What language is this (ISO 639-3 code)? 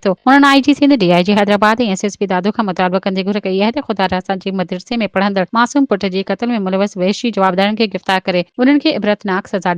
snd